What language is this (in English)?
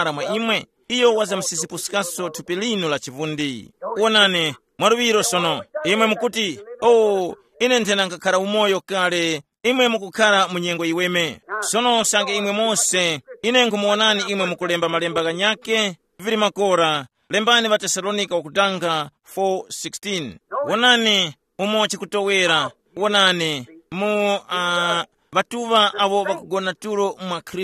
Tumbuka